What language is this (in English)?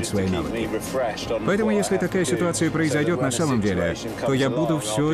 Russian